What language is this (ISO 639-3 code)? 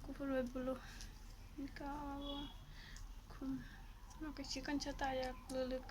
trp